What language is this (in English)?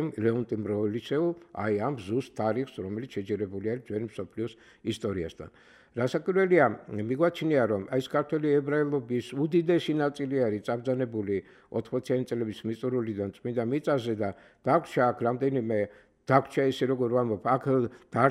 Georgian